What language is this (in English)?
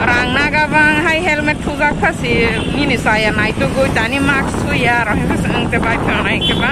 Kok Borok